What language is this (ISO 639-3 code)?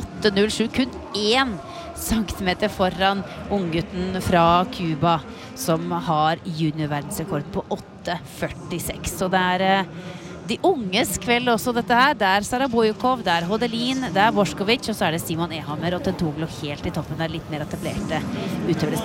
nor